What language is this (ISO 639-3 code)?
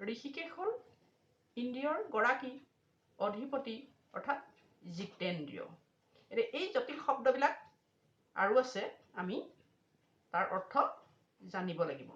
asm